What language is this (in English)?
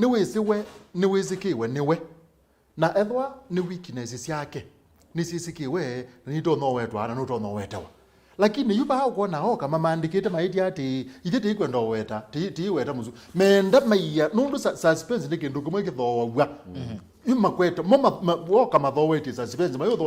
Kamba